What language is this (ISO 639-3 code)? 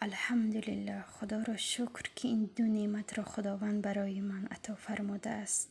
tgk